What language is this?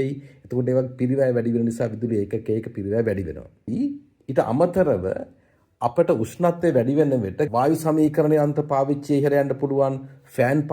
Sinhala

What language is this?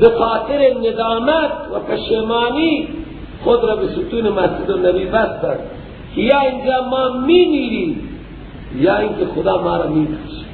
Persian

